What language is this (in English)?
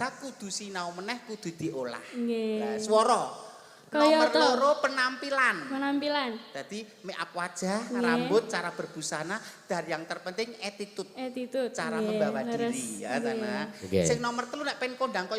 Javanese